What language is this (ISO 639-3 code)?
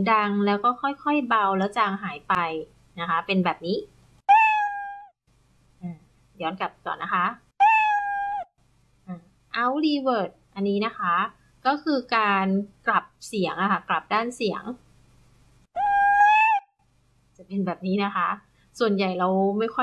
tha